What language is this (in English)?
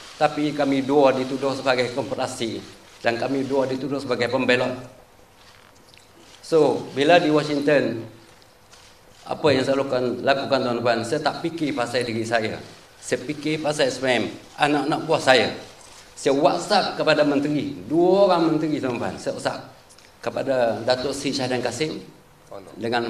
Malay